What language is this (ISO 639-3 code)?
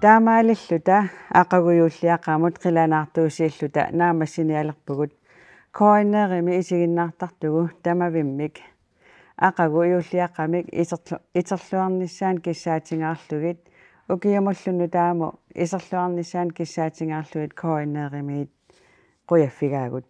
kal